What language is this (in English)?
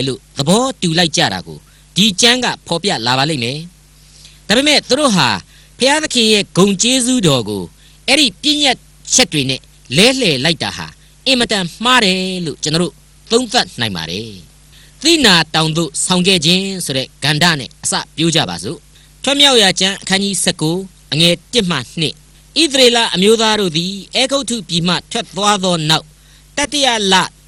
Burmese